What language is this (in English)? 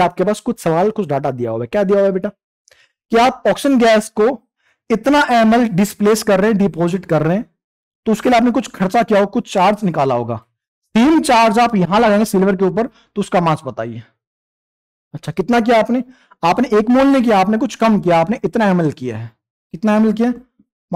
Hindi